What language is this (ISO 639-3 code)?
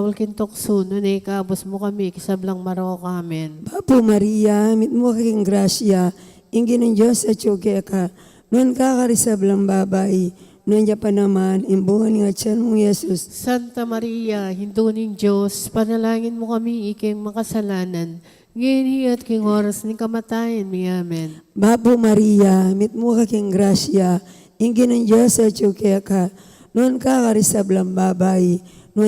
pam